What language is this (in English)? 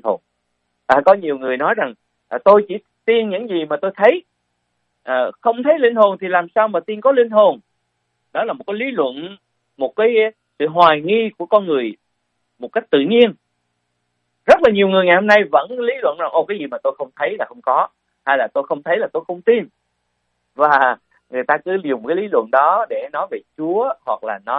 Vietnamese